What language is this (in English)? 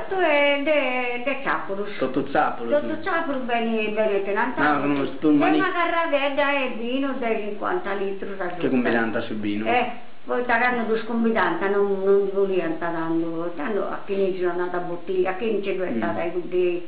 Sardinian